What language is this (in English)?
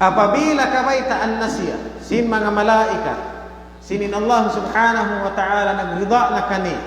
Tausug